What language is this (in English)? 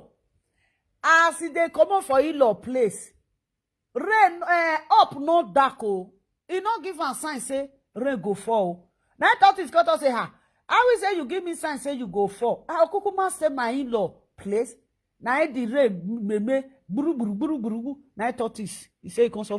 Nigerian Pidgin